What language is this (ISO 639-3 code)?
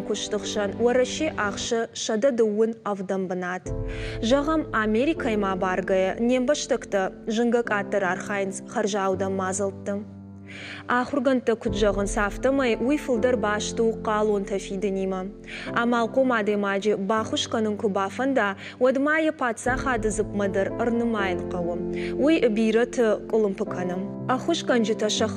oss